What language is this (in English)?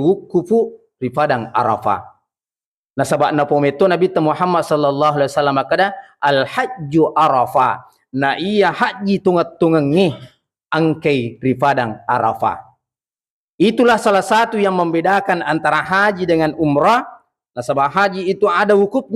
Buginese